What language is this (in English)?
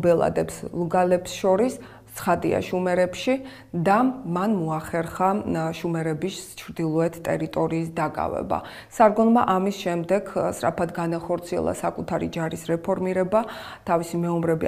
Georgian